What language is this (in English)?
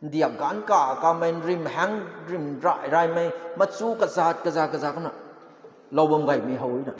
Rongmei Naga